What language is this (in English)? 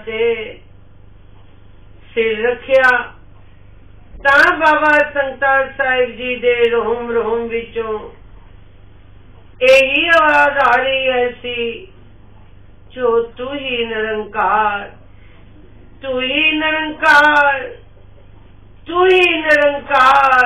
Punjabi